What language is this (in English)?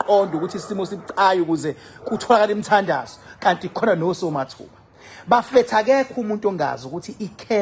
Zulu